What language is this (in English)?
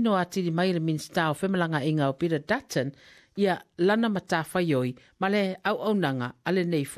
Samoan